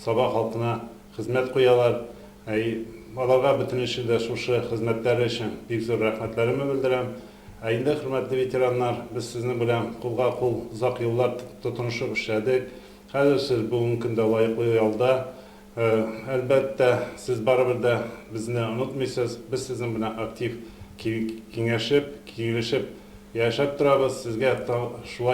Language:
Tatar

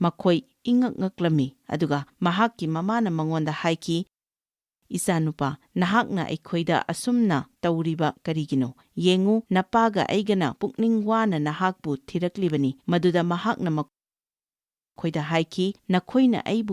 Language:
Manipuri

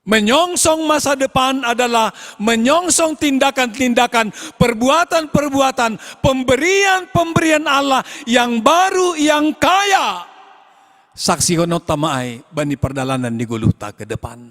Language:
Batak Simalungun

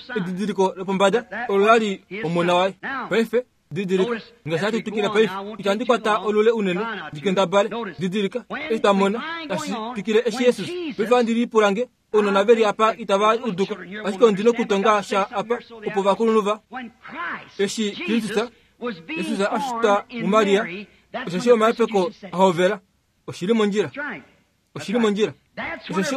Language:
Kuanyama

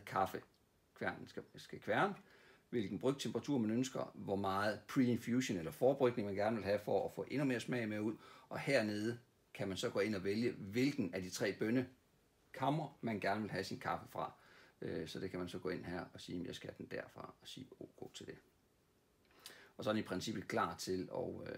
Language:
Danish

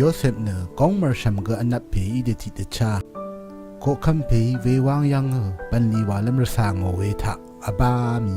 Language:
Rawang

